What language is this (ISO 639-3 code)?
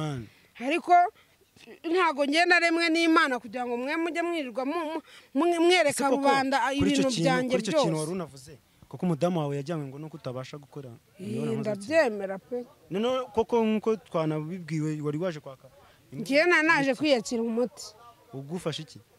kin